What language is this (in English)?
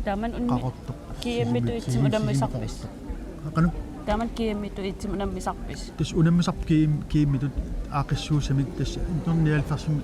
Kalaallisut